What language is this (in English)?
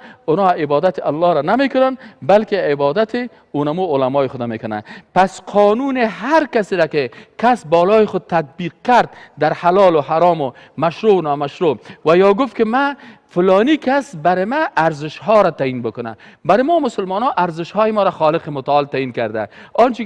Persian